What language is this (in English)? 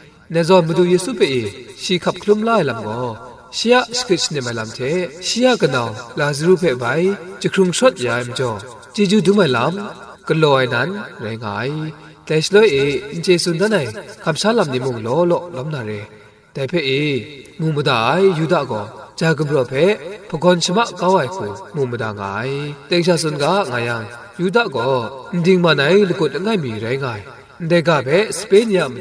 Kachin